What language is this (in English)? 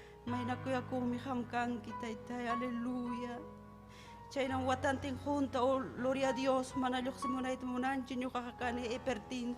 Ayacucho Quechua